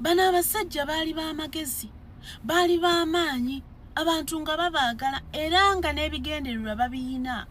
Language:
Ganda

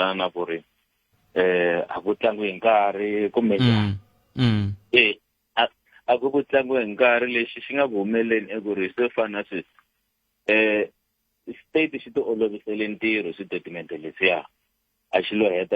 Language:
Tsonga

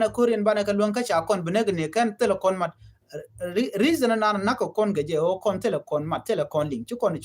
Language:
Nuer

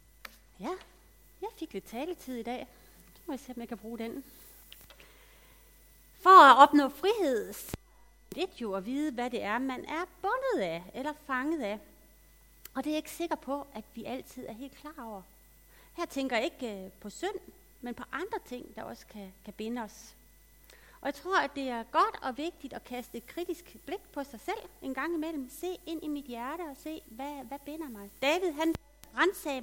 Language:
Danish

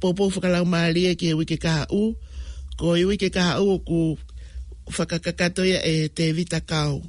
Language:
Tongan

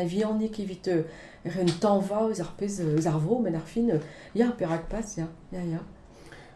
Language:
Breton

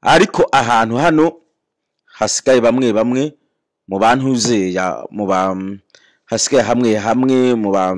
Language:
Rundi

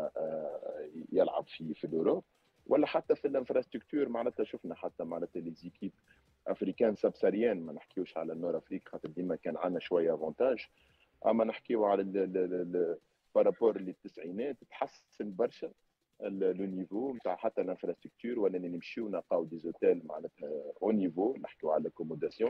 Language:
Tunisian Arabic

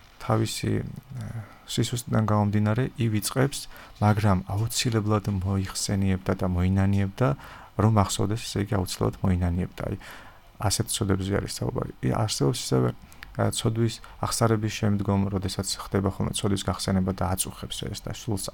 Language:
Georgian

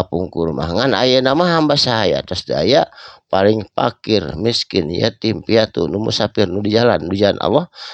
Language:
Sundanese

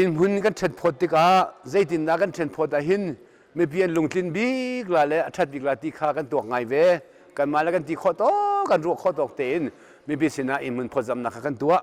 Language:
Hakha Chin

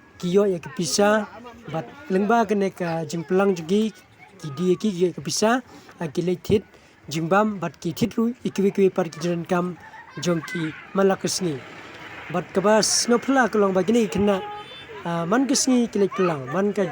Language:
Khasi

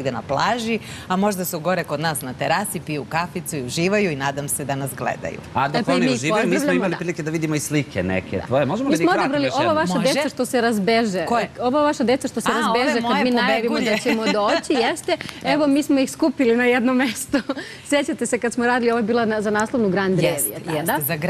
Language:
Serbian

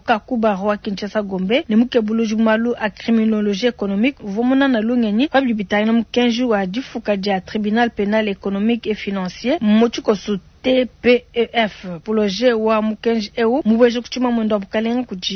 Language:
Luba-Lulua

